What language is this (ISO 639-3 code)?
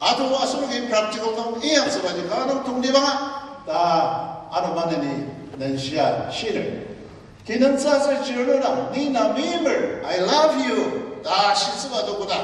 njo